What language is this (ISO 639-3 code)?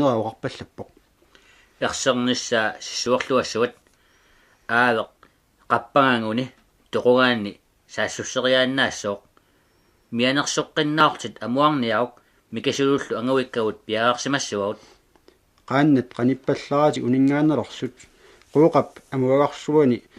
kal